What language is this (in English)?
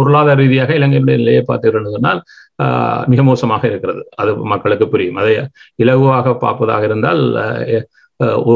Tamil